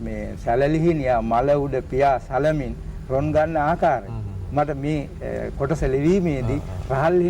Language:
Sinhala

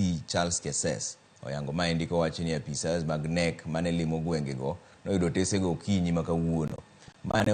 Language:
Luo (Kenya and Tanzania)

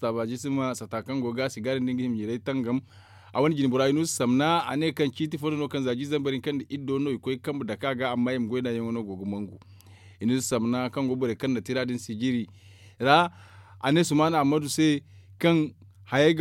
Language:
Zarma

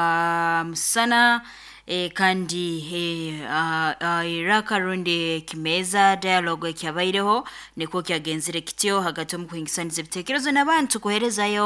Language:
Nyoro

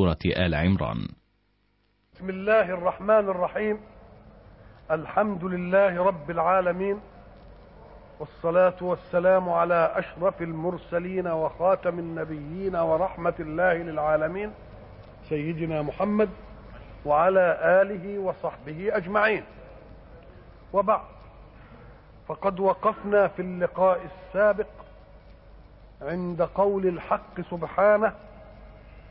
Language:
Arabic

